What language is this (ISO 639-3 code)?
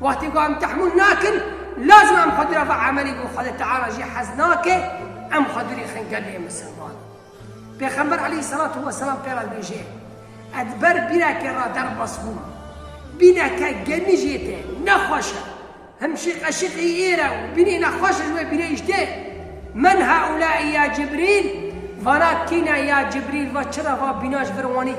kur